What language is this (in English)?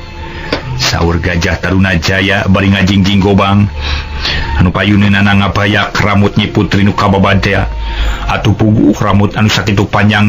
Sundanese